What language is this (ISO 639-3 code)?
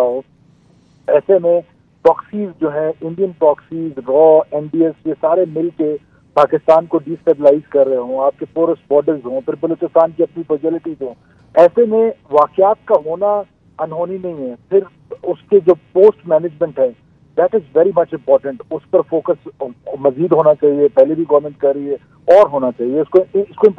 urd